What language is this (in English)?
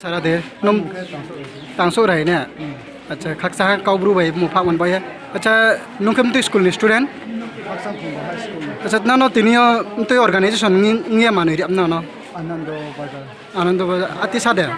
Riang (India)